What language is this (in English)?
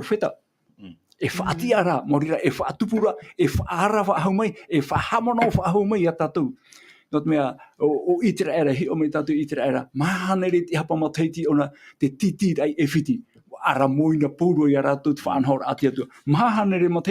Tahitian